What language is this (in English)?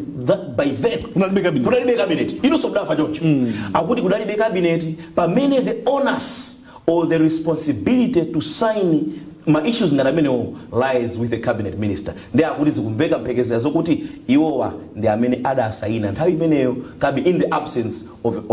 Nyanja